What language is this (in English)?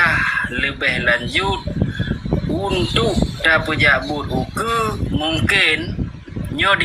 Achinese